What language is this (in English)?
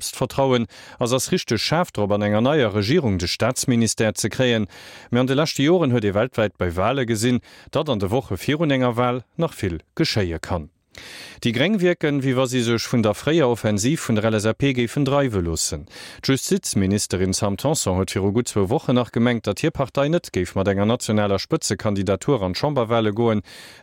Luxembourgish